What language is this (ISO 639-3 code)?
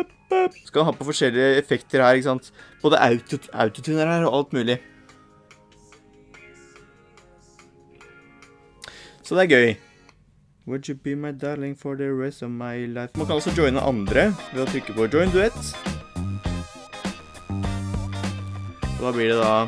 nor